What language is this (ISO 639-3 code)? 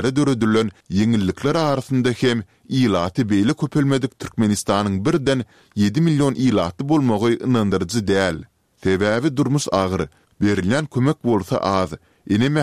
tuk